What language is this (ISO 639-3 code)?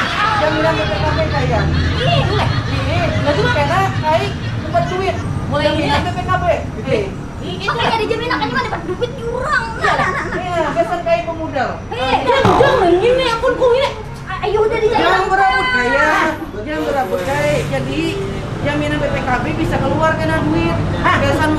bjn